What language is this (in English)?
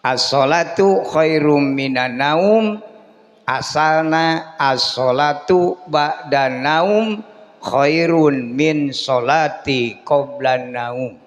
Sundanese